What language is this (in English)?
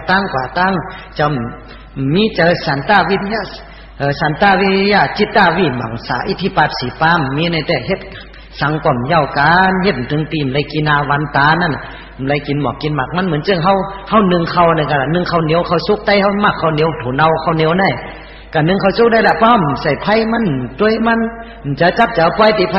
Shan